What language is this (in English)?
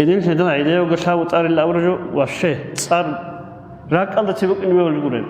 Avaric